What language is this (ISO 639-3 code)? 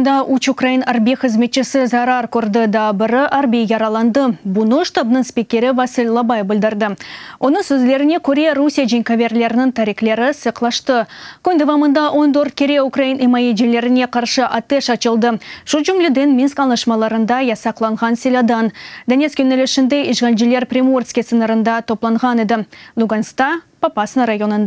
crh